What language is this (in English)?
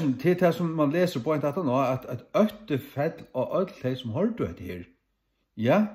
Faroese